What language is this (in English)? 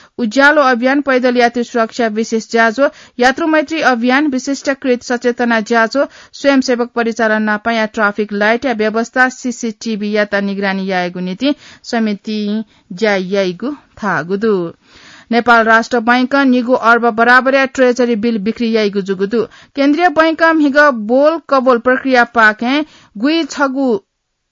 Newari